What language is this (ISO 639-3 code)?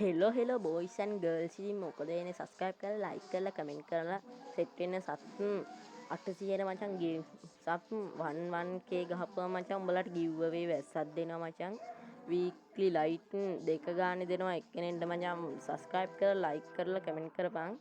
sin